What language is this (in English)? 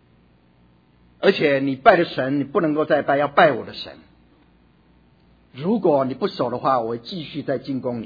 Chinese